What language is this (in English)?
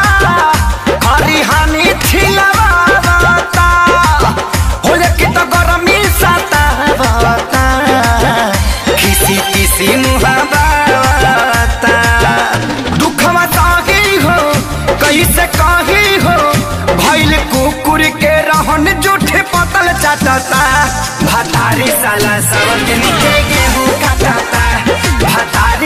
Bhojpuri